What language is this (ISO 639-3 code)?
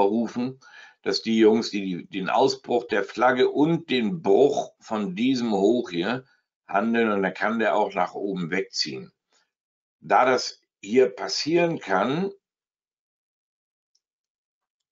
deu